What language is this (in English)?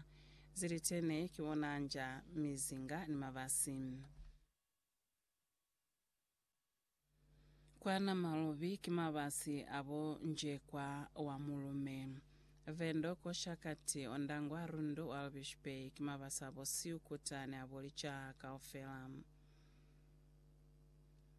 Lozi